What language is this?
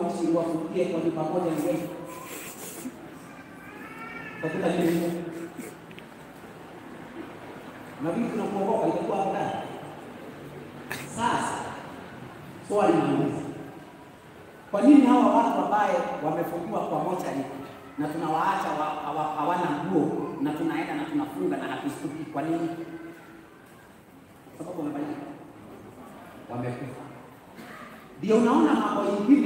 Swahili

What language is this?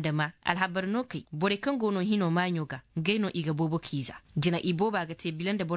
Koyraboro Senni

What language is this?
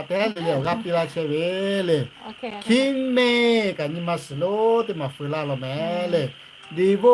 Lahu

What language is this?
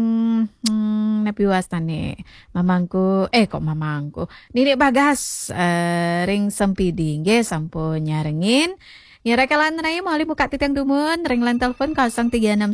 Balinese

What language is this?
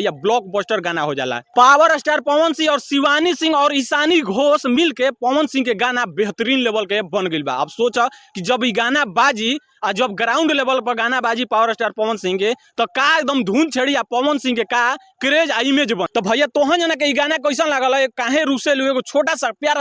Bhojpuri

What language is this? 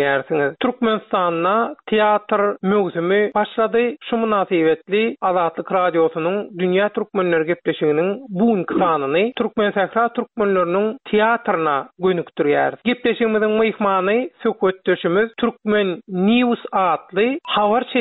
Turkmen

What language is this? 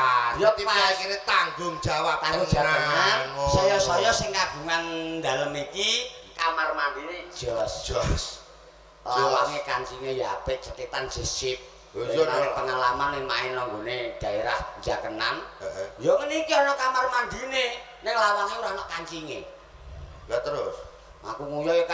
Javanese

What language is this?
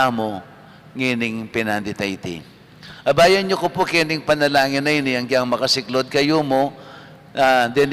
Pampanga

